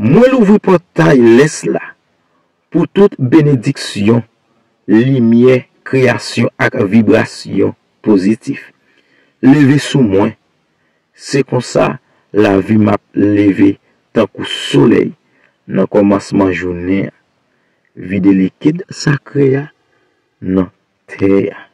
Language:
Haitian Creole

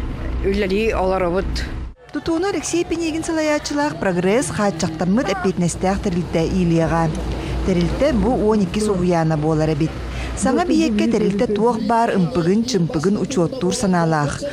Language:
Yakut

